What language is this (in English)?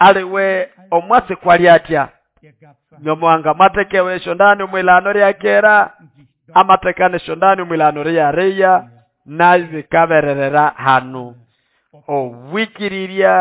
Nande